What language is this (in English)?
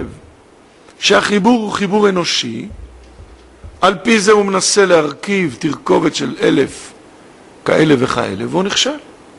Hebrew